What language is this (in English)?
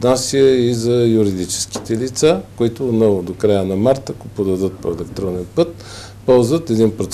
Bulgarian